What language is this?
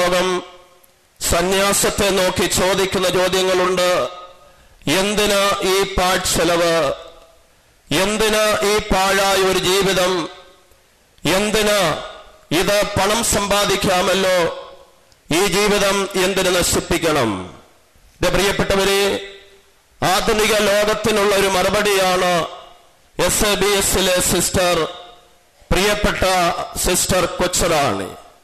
Malayalam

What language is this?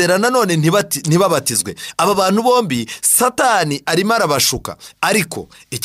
Kinyarwanda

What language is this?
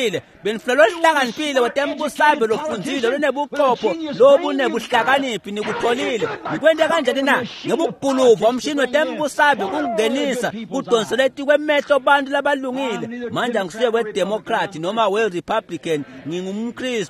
Swati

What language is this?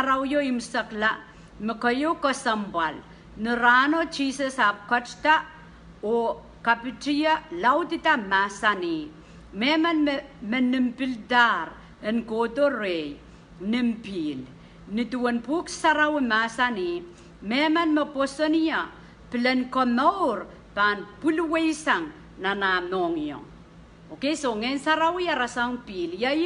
Pohnpeian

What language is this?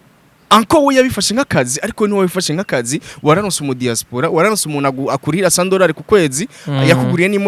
Rundi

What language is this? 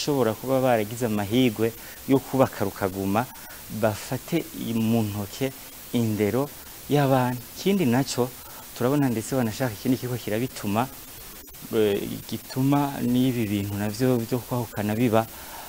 Rundi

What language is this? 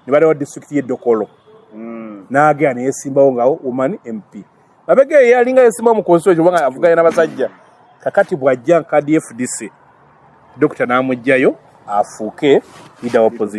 Ganda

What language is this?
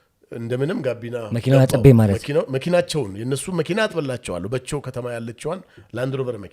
Amharic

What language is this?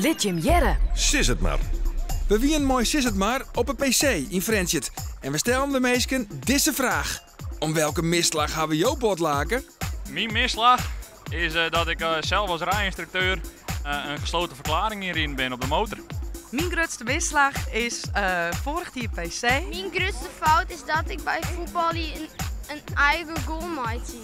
Western Frisian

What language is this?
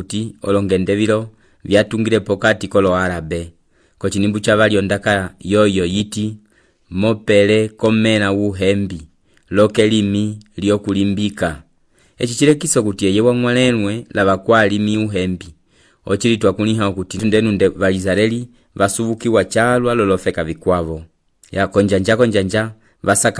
Umbundu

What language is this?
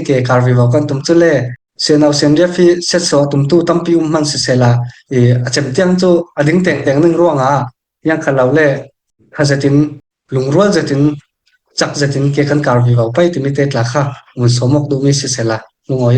Falam Chin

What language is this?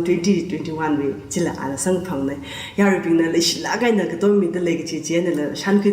Tangkhul Naga (India)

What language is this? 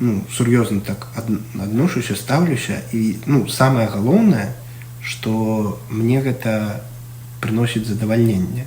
Belarusian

